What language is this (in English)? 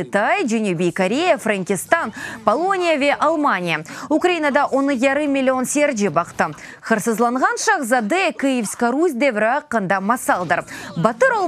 Crimean Tatar